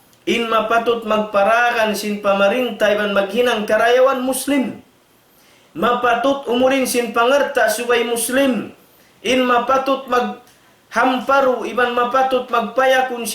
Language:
Tausug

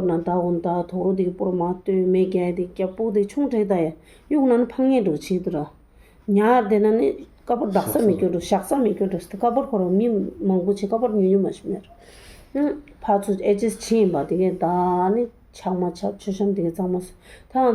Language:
Tibetan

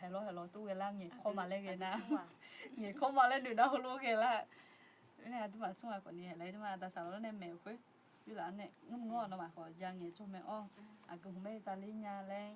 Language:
Akha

